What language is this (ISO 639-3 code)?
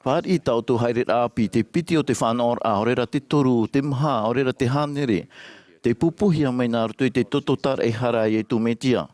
tah